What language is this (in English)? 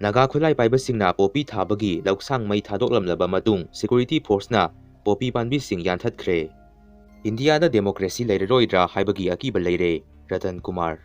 Manipuri